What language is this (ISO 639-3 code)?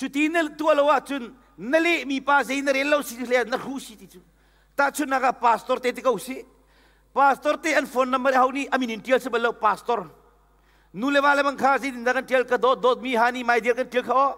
cnh